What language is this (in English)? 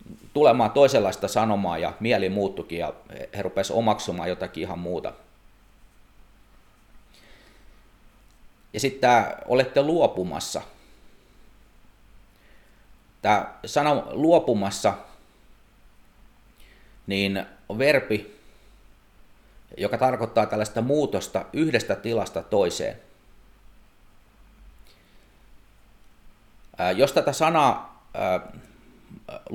Finnish